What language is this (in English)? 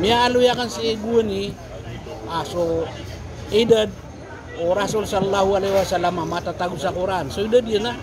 Maranao